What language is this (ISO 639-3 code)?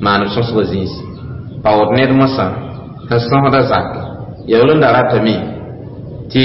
mos